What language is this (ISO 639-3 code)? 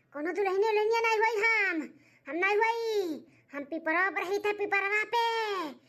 awa